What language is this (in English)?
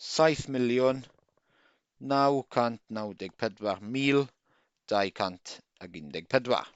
Welsh